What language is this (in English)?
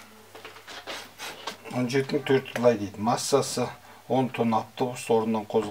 Kazakh